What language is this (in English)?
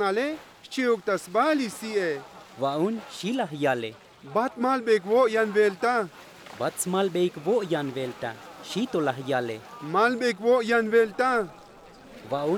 Tzotzil